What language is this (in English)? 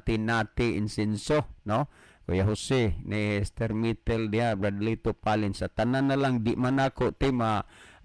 Cebuano